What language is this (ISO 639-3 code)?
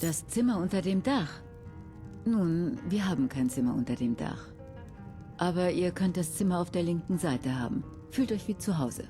bar